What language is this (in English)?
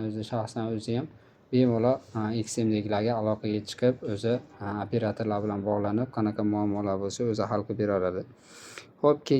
Uzbek